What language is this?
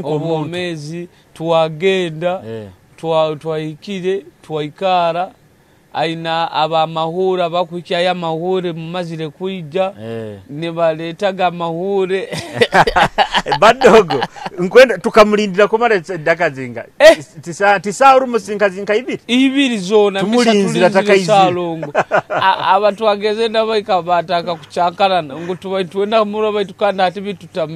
Nyoro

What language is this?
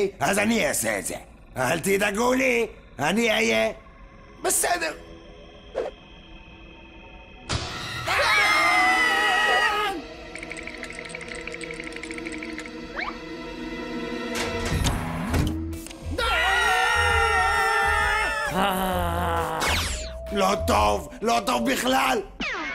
Hebrew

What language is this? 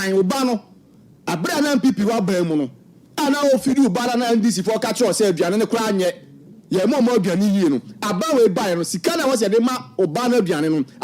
Akan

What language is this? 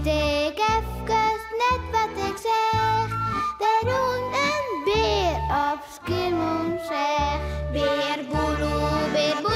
Western Frisian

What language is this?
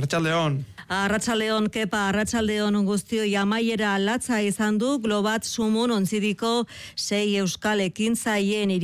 Basque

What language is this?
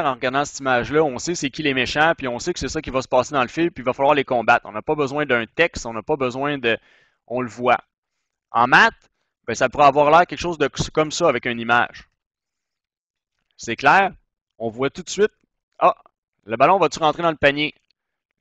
French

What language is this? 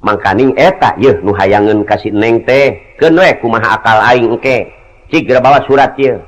Sundanese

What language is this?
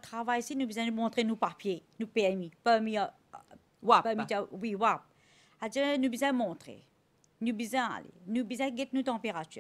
Morisyen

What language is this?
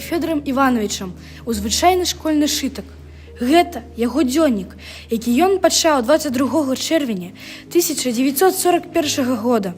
Belarusian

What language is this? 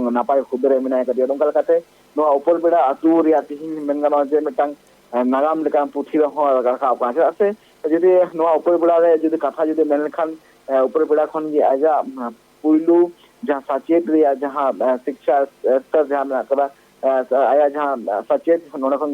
Santali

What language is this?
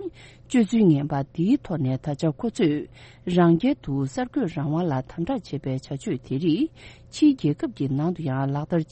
Tibetan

